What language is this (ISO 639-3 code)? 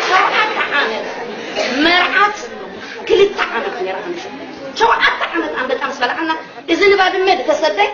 tir